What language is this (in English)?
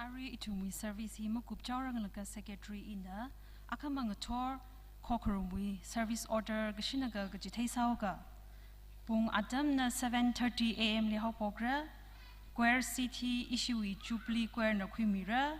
Tangkhul Naga (India)